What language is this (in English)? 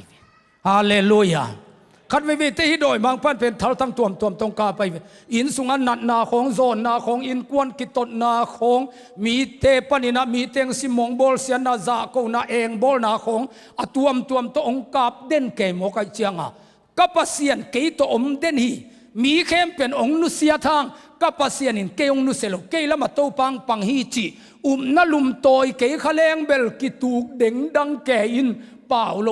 Tedim Chin